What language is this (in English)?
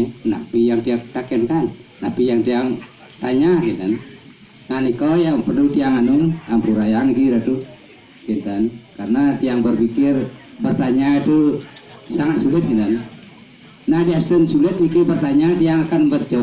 Balinese